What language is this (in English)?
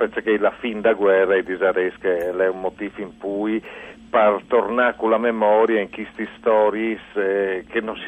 Friulian